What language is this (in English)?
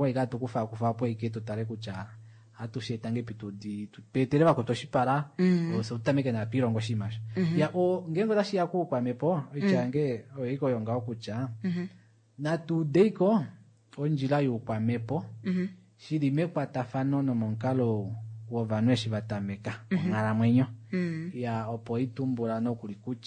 Kuanyama